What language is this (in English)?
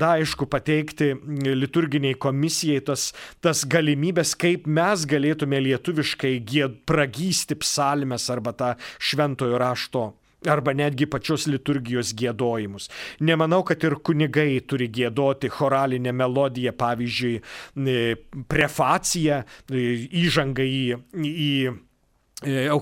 Lithuanian